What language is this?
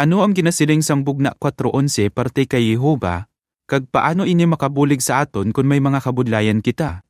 Hiligaynon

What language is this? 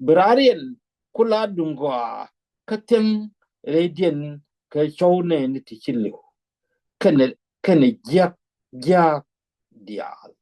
Nuer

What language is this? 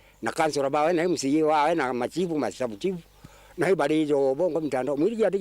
Meru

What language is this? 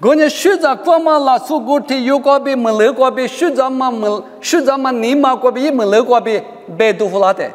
Lisu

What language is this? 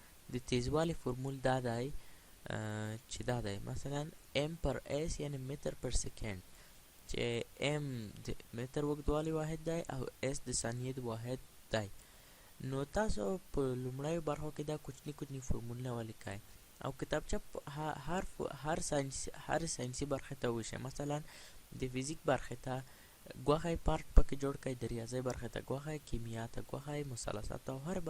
Pashto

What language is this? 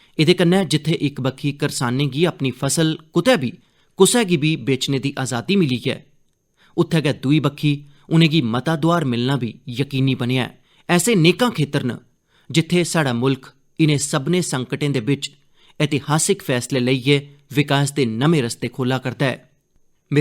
Dogri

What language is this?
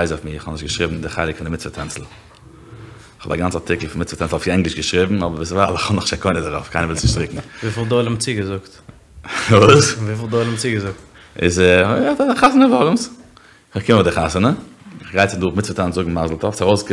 Yiddish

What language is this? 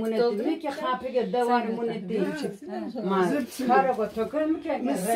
Zaza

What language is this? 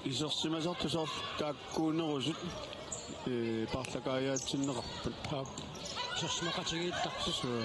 Kalaallisut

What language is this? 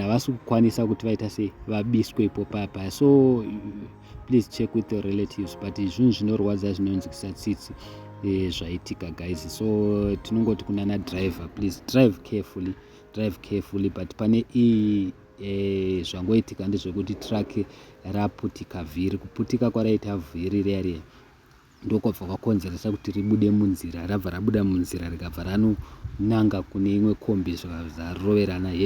Shona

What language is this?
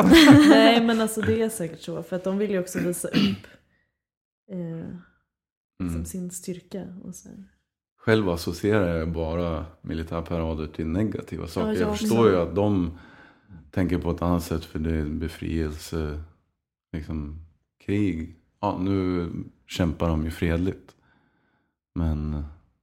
Swedish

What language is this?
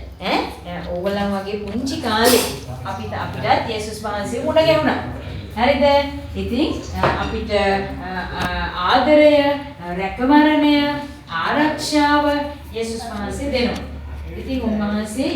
Sinhala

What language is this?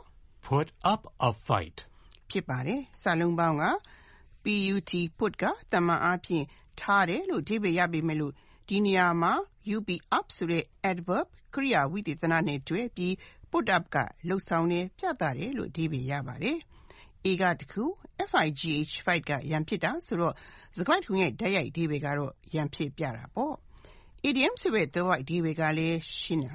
Burmese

